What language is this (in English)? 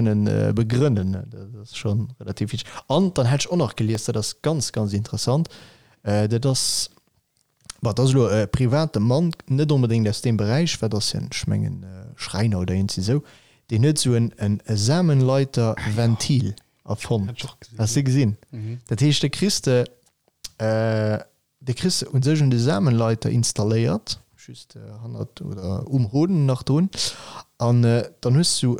Luxembourgish